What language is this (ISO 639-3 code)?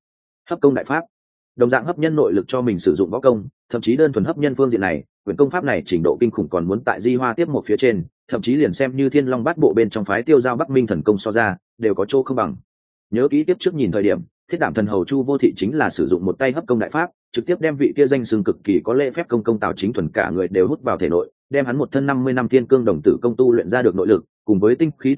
vie